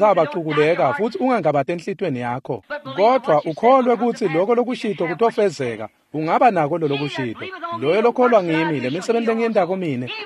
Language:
Swati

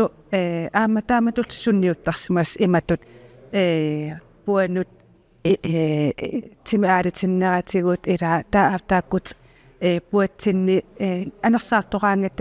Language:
Kalaallisut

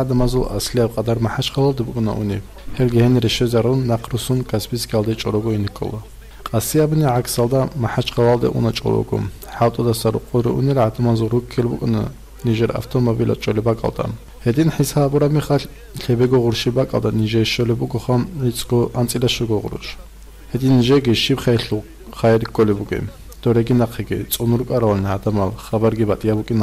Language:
Avaric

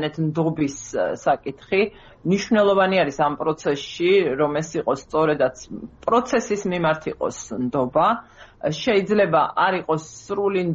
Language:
Georgian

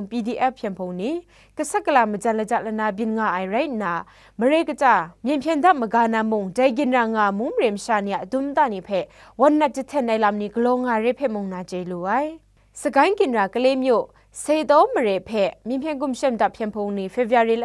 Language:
Kachin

